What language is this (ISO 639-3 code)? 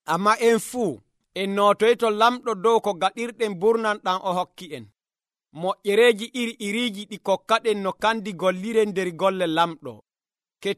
fuv